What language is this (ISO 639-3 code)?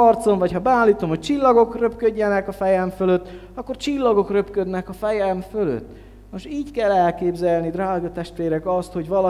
hun